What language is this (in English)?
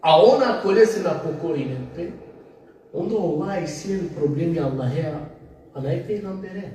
Balkan Romani